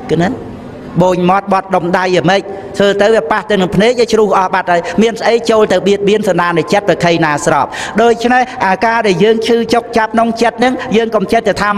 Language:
Khmer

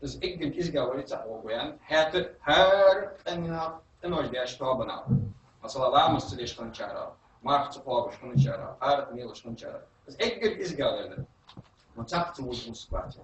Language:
Ingush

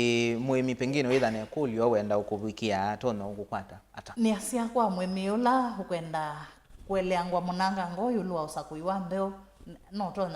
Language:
Kamba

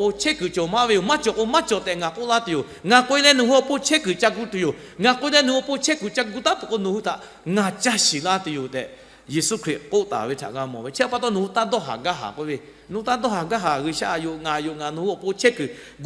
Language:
Lahu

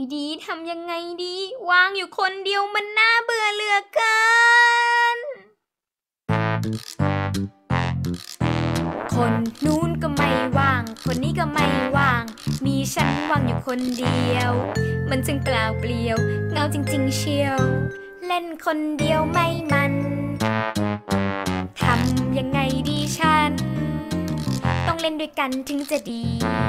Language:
Thai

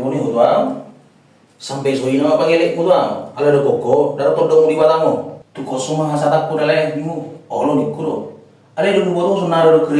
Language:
Batak Toba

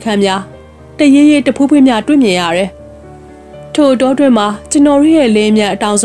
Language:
Burmese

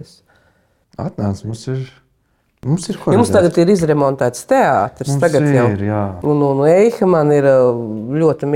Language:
Latvian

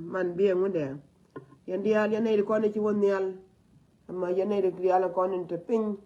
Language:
Nuer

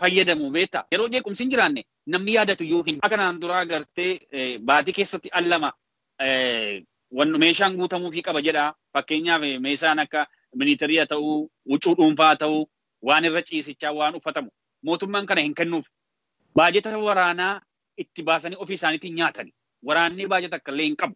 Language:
Oromo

